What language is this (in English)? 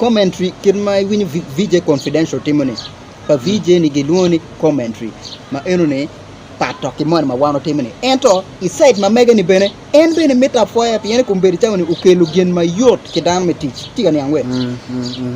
Acoli